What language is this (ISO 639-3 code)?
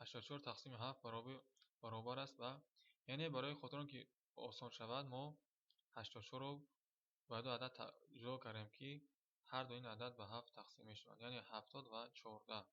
tgk